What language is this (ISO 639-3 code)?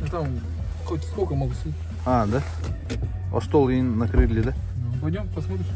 sah